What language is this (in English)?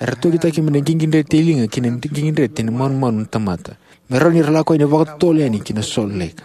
Fijian